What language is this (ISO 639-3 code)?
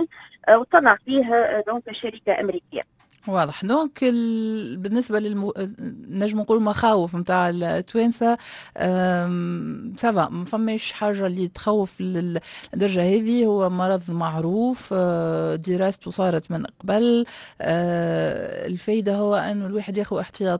aeb